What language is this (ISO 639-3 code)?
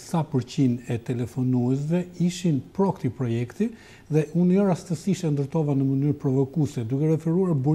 sqi